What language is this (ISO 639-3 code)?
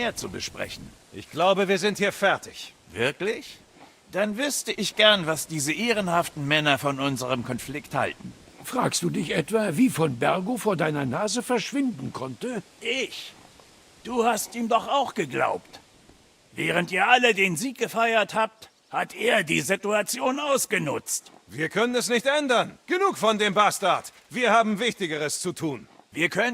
bar